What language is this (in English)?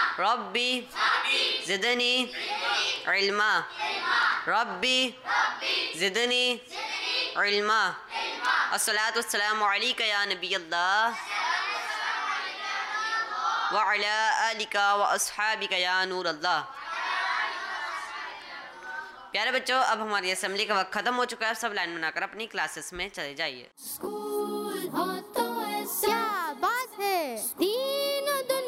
Urdu